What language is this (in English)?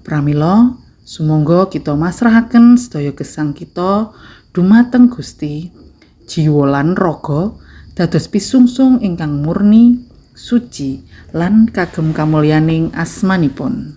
Javanese